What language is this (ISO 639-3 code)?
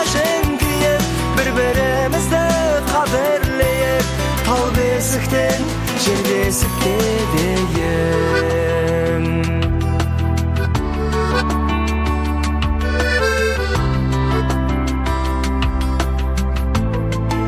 kaz